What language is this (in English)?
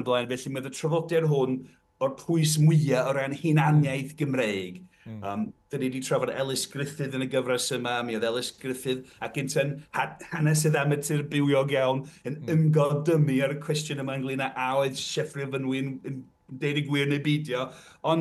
Welsh